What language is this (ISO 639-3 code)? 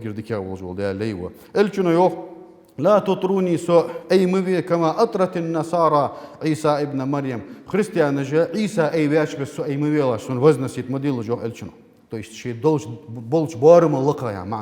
inh